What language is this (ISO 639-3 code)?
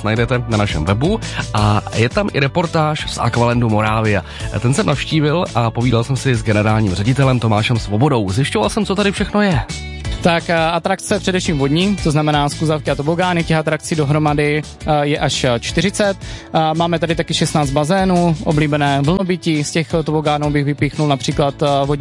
ces